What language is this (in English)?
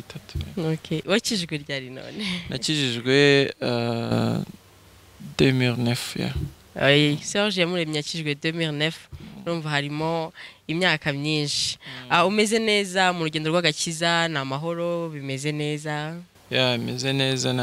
Kinyarwanda